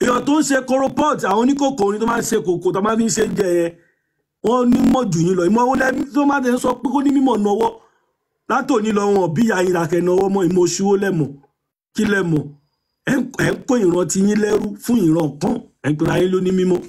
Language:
Yoruba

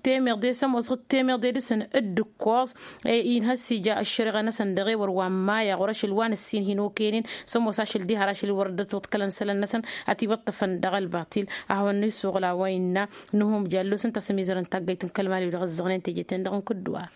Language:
Tamasheq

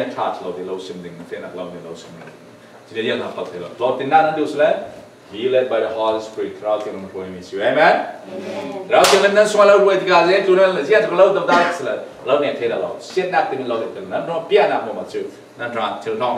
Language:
Falam Chin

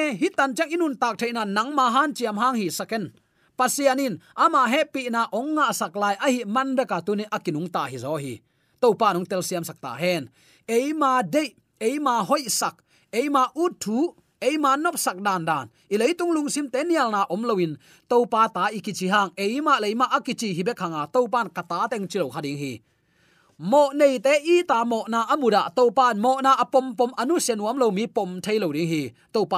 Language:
Tedim Chin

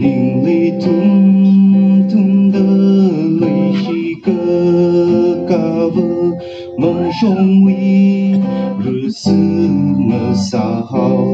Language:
Tangkhul Naga (India)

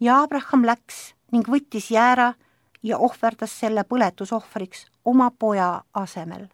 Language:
Estonian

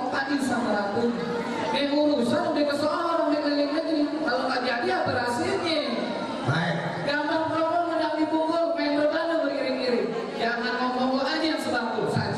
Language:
Betawi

